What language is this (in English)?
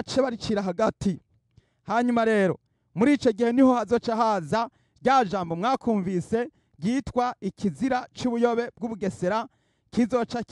Rundi